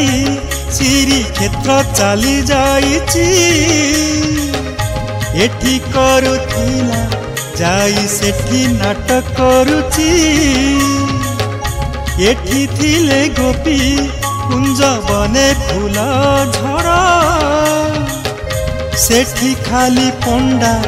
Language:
Odia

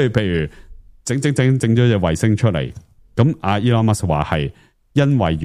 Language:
Cantonese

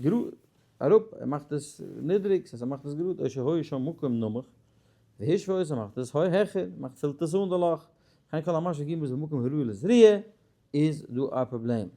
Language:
Yiddish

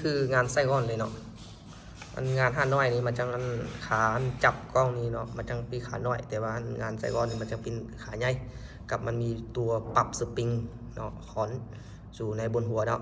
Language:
Lao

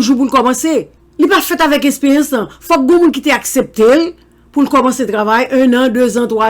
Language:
Haitian Creole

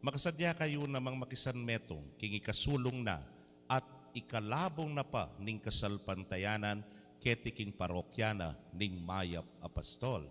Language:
Pampanga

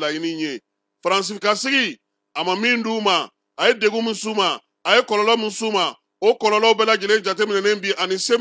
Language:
Bambara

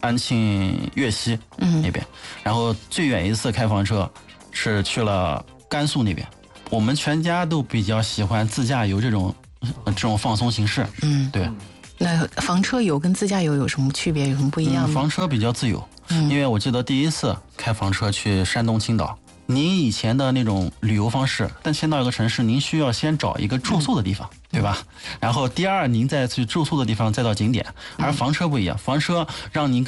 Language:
Chinese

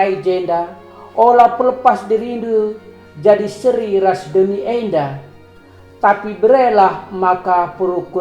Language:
Batak Karo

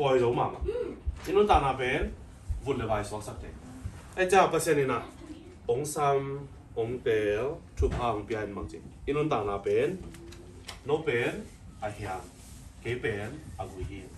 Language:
Tedim Chin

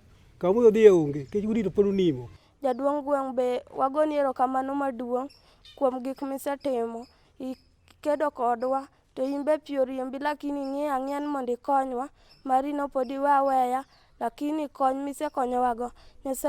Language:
Luo (Kenya and Tanzania)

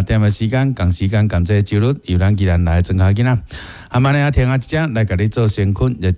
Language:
Min Nan Chinese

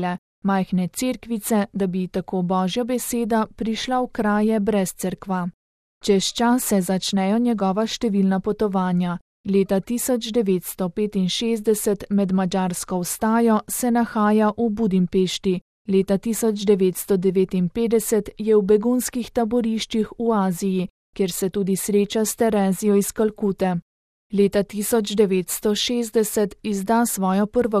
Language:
Slovenian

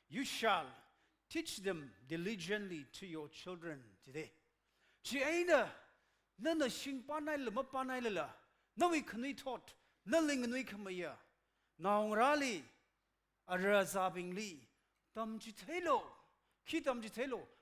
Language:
Tangkhul Naga (India)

